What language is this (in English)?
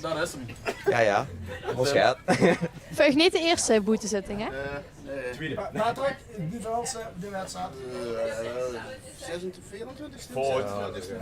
Limburgish